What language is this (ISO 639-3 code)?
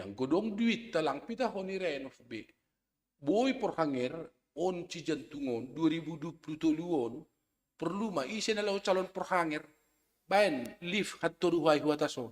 bts